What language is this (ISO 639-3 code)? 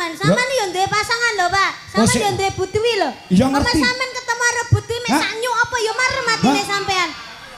jav